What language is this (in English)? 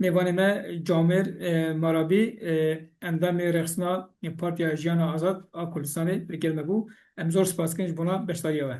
Kurdish